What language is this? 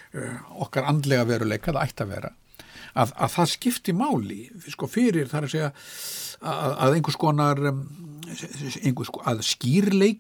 Icelandic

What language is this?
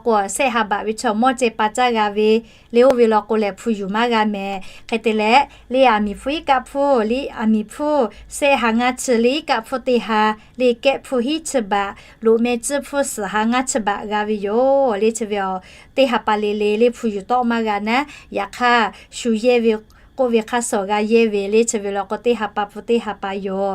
Lahu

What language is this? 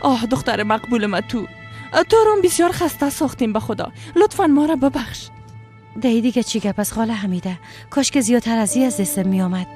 Persian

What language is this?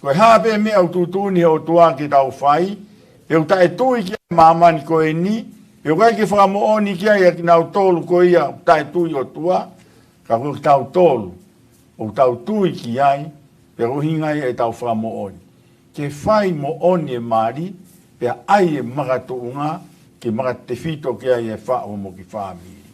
Tongan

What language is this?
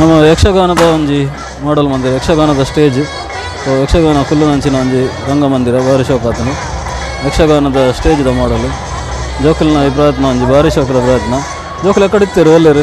Tulu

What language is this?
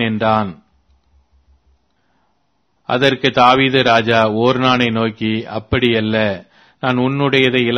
Tamil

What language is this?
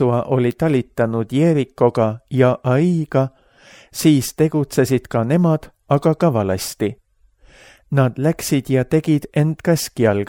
Estonian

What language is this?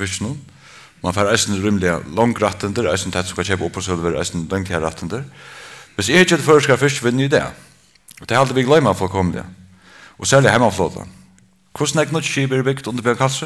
Faroese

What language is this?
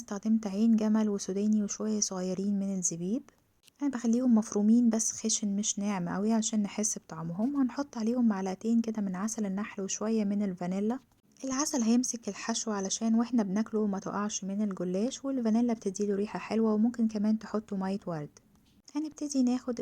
Egyptian Arabic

